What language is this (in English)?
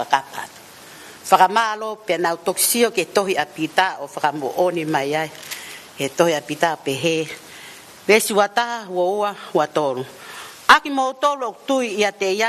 Tongan